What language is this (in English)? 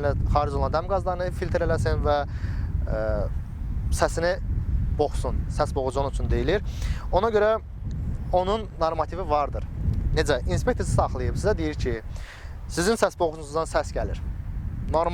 Azerbaijani